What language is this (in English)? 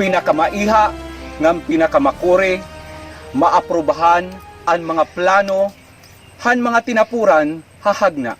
Waray